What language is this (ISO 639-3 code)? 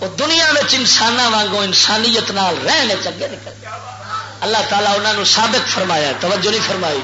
lah